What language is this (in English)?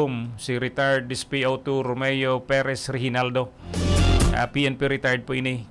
Bikol